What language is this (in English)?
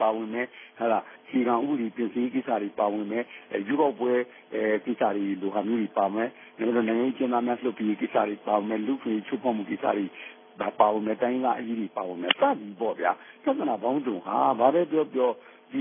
Burmese